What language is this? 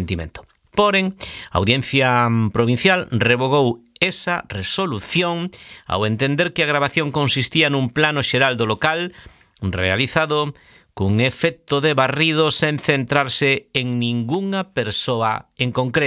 Galician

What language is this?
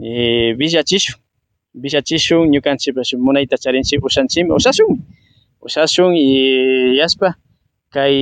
Imbabura Highland Quichua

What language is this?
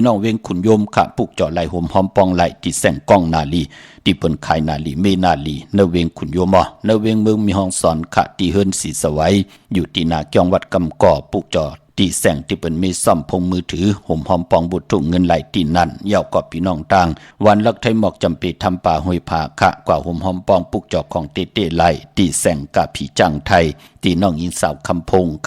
Shan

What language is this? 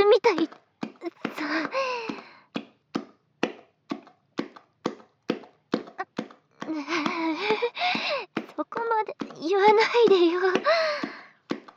Japanese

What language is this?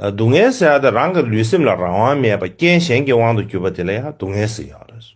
Tibetan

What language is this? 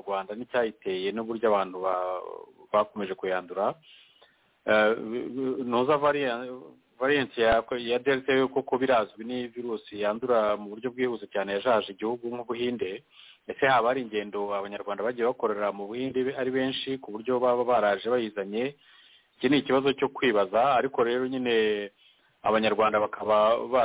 Kinyarwanda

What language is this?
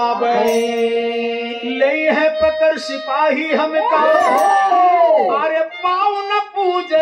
Bhojpuri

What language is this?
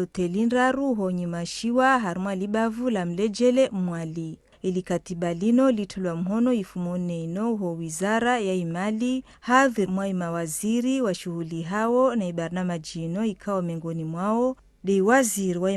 Ngazidja Comorian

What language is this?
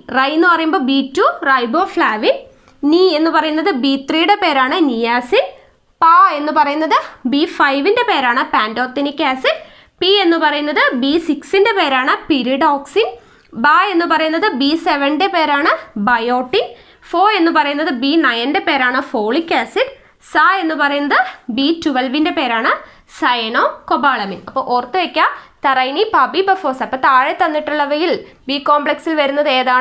Malayalam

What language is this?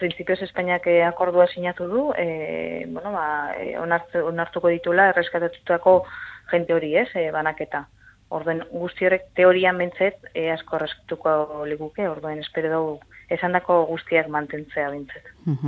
Basque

